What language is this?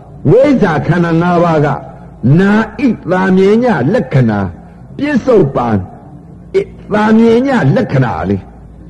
Burmese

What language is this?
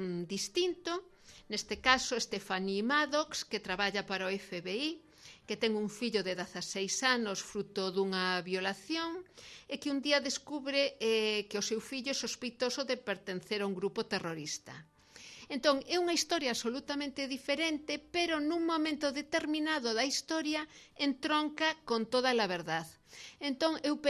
Galician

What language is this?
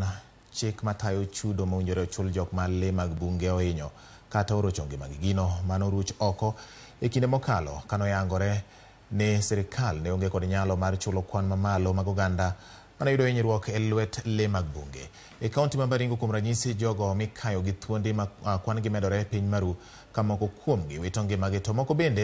Luo (Kenya and Tanzania)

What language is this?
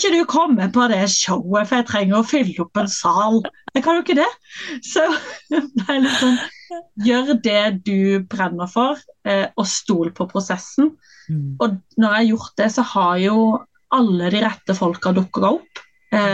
Norwegian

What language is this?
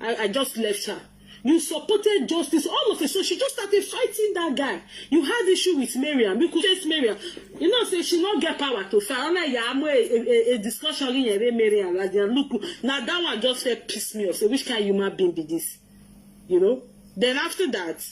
Nigerian Pidgin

